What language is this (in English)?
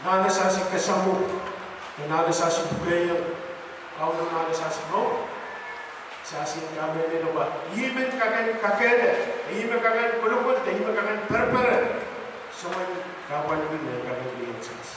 Pohnpeian